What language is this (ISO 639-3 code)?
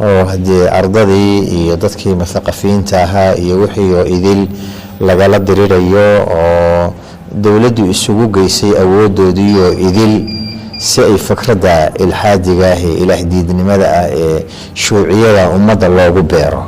som